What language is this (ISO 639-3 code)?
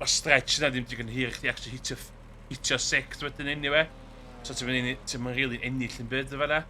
cym